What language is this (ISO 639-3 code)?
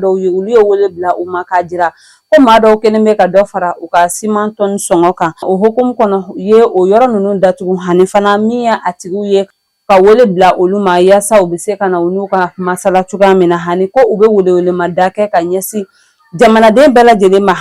bam